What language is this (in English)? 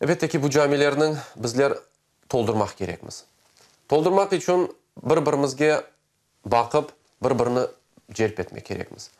Crimean Tatar